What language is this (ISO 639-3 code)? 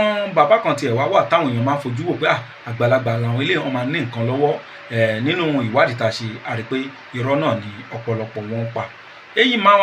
yor